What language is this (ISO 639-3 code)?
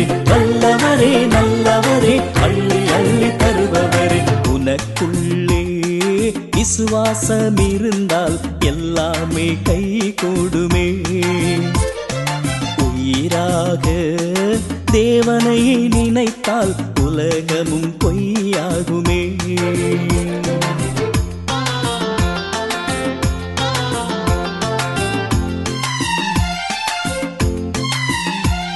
tam